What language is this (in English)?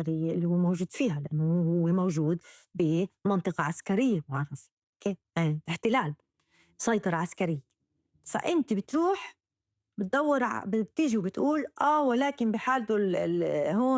North Levantine Arabic